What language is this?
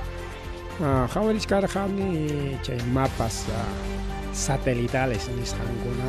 Ayacucho Quechua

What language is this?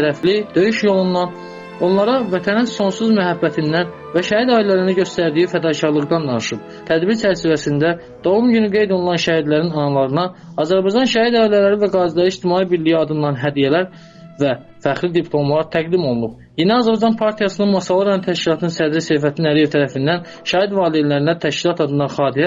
Azerbaijani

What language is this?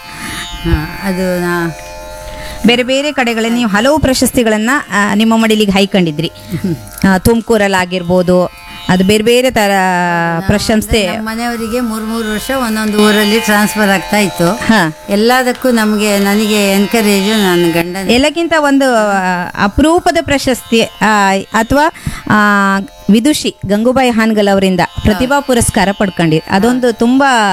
Kannada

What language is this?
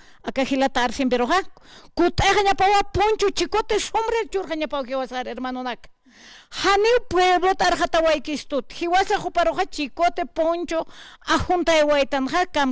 Aymara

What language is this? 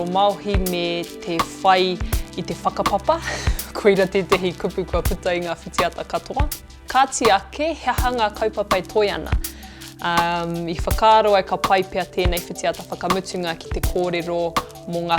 Māori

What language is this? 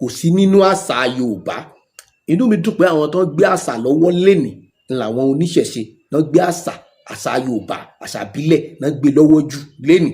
Yoruba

